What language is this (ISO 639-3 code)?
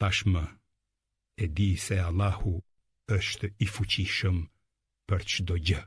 sqi